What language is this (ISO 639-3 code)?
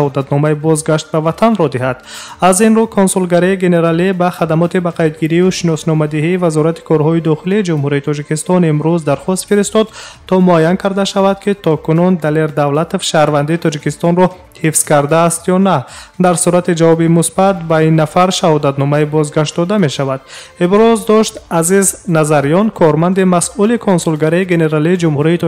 tgk